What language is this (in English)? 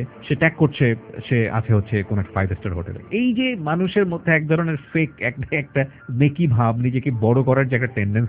Bangla